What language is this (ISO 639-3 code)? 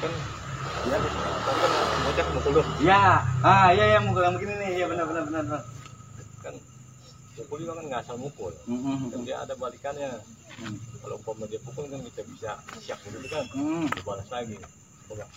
bew